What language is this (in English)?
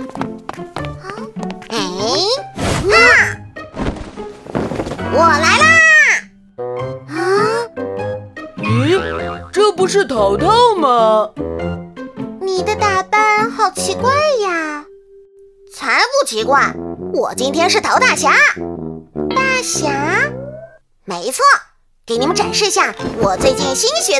Chinese